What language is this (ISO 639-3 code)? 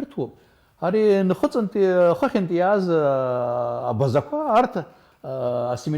abk